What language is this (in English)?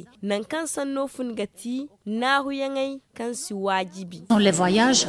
Zarma